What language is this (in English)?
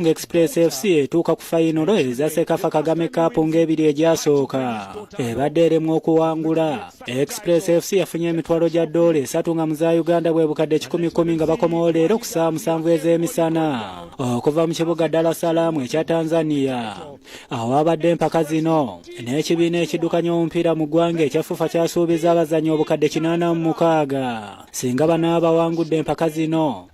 Ganda